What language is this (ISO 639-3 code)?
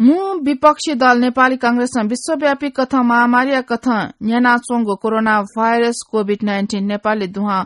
new